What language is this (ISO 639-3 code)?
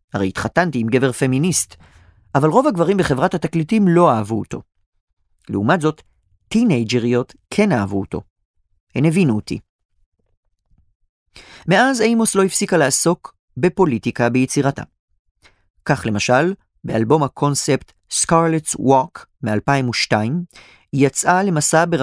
heb